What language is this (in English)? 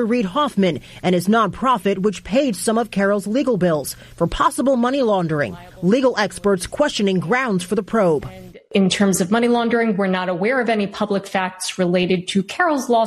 English